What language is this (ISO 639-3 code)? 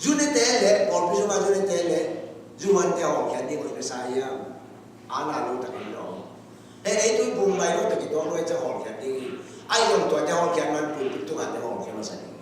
ctd